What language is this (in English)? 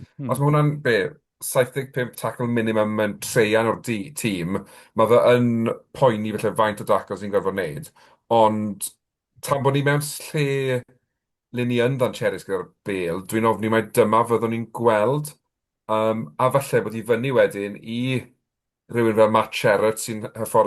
Welsh